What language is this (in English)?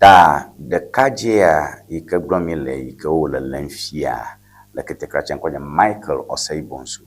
Ewe